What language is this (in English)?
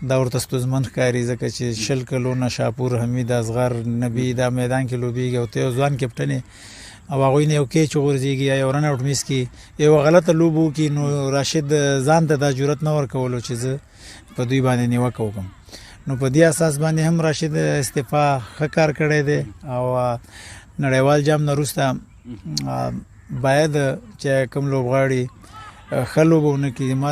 Pashto